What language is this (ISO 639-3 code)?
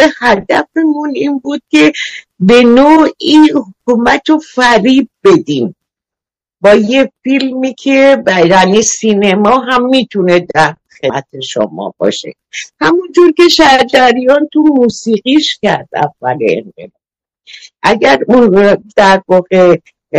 fas